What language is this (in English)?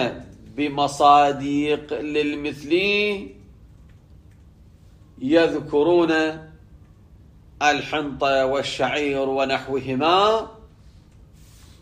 Arabic